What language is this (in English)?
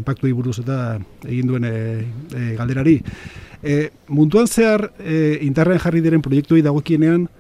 Basque